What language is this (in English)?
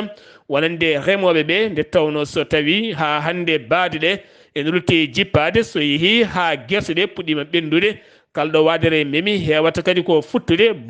Fula